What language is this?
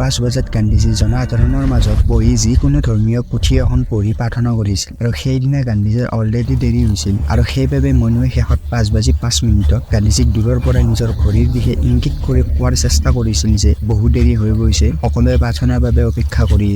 Assamese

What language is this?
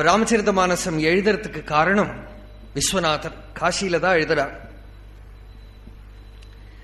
Tamil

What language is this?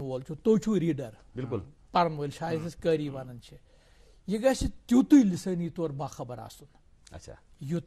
Kashmiri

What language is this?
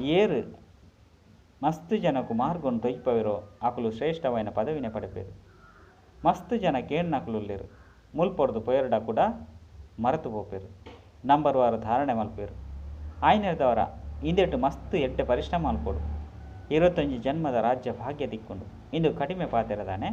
Tulu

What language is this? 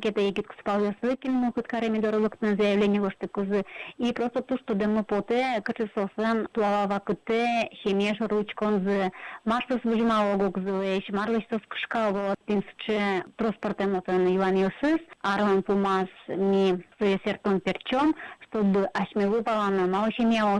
Udmurt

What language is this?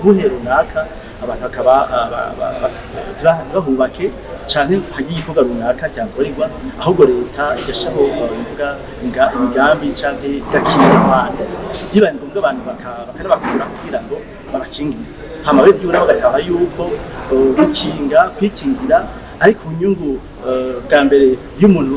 Rundi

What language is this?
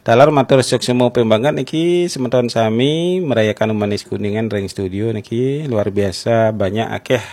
Balinese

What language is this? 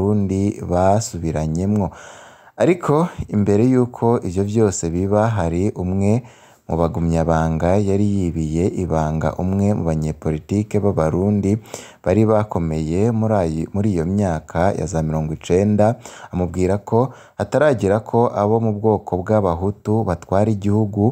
Rundi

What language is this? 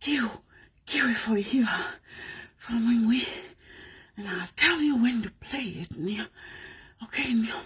Tongan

